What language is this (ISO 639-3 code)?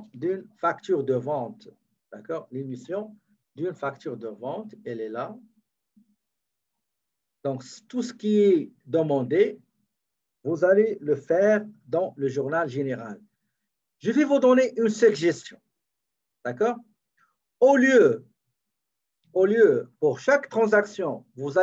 fra